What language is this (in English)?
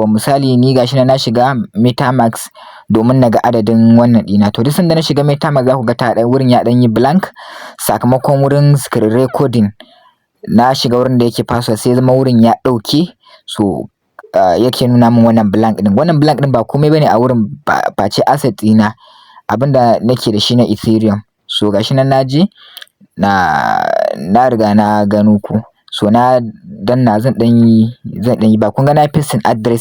Hausa